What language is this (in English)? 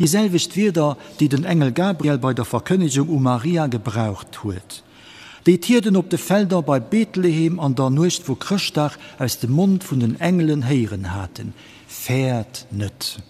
Luxembourgish